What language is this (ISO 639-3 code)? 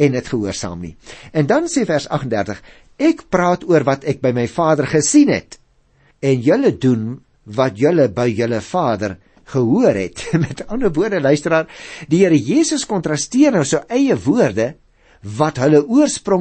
afr